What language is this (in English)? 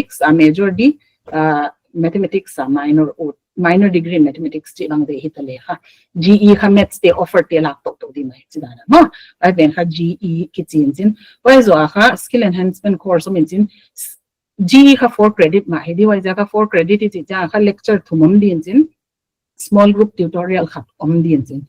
Paite Chin